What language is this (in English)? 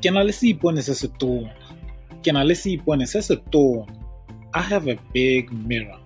Tswana